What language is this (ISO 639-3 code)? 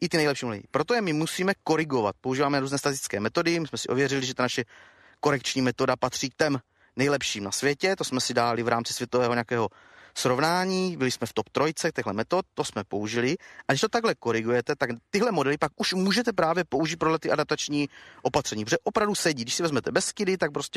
ces